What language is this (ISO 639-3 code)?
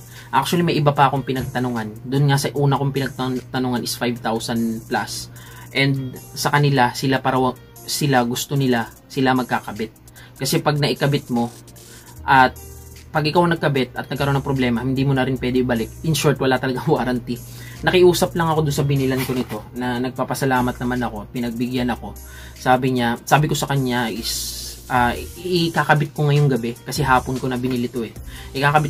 fil